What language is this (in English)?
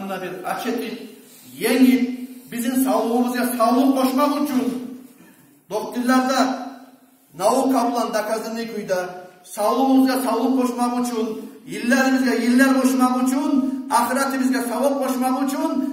Kumyk